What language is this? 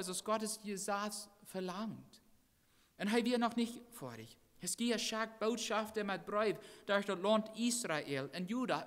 Plautdietsch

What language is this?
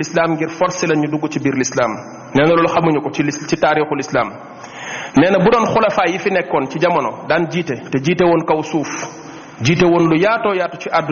Wolof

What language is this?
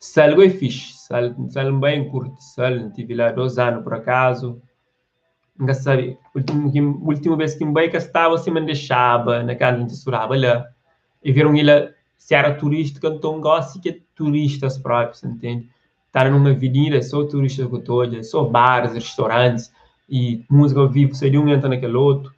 Kabuverdianu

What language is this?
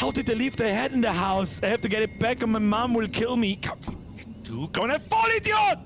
Bavarian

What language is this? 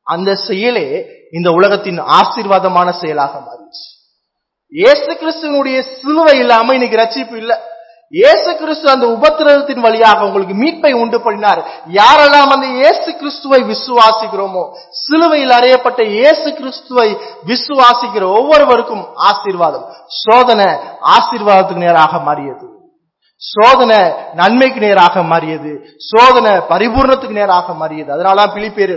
Tamil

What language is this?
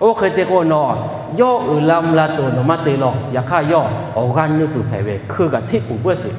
Lahu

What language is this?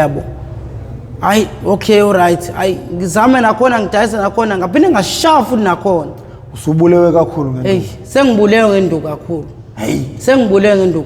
Zulu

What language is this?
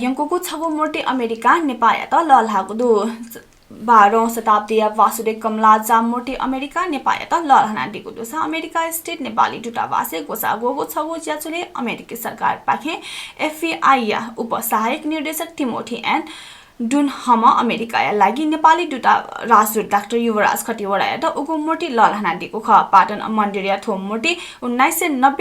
Newari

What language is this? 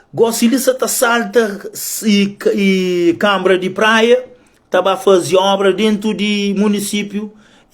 Kabuverdianu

